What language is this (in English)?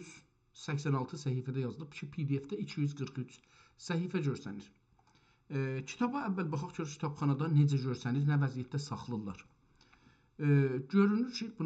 South Azerbaijani